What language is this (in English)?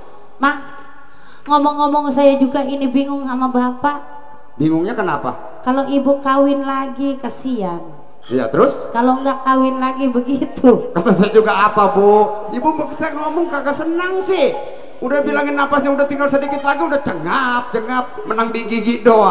Betawi